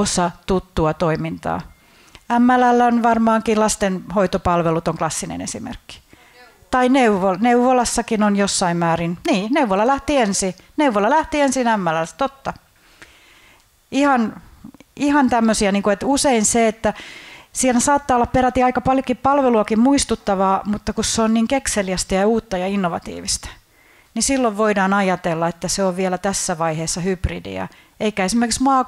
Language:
Finnish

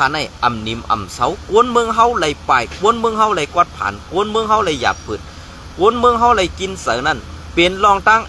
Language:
Shan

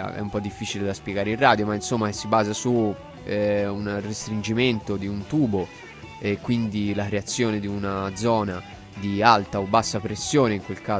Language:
Italian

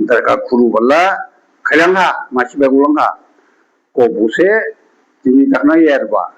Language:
Dimasa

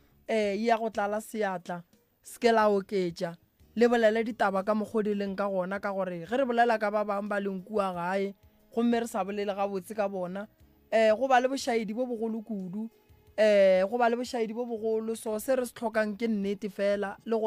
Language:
Northern Sotho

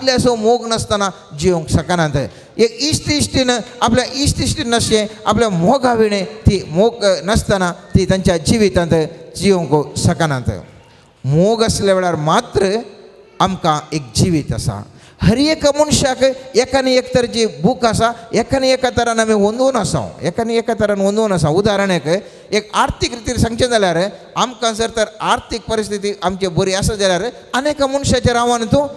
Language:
Konkani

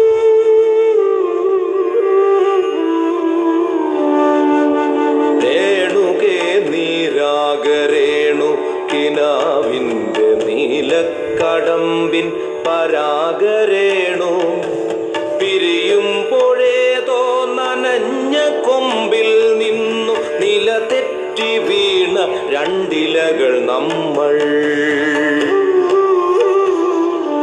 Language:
Malayalam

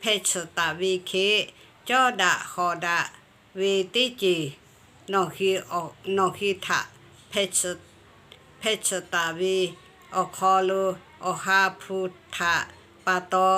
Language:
Lahu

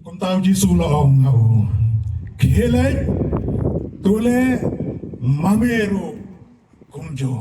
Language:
Khasi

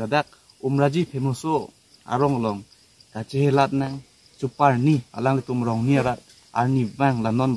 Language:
Karbi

